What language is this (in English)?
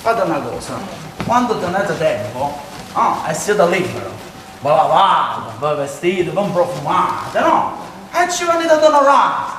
Neapolitan